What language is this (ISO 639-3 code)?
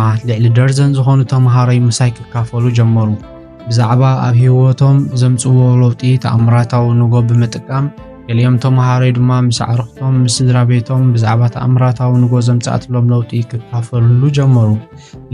tir